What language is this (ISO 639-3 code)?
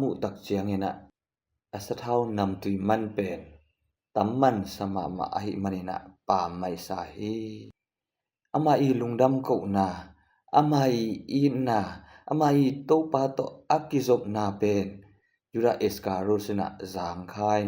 ctd